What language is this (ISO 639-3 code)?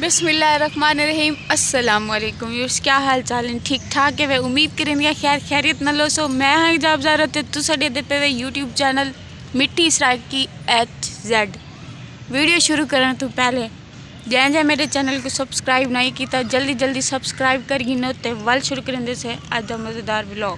skr